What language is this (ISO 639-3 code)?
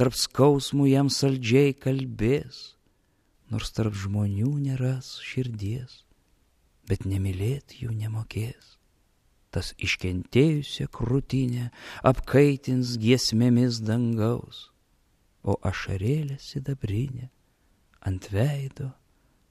lit